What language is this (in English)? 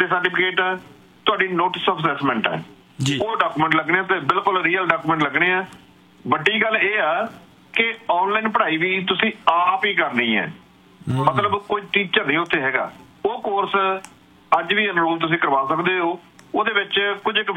Punjabi